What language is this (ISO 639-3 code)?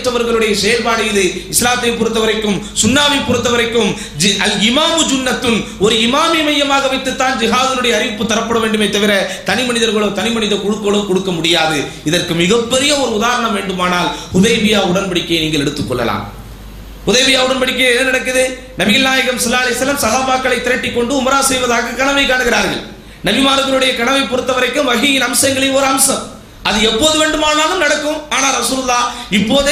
tam